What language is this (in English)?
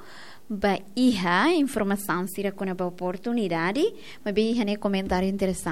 Tetum